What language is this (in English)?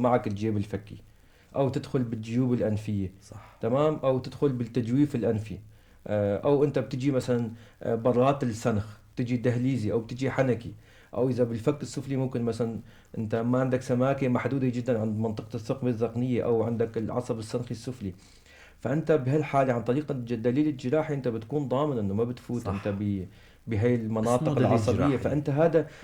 North Levantine Arabic